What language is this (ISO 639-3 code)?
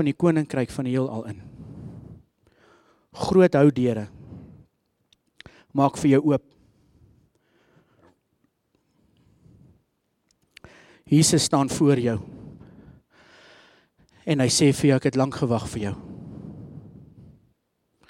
afr